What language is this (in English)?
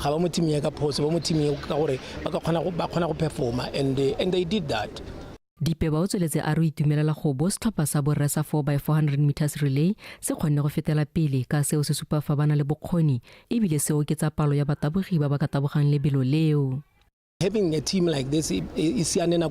Tswana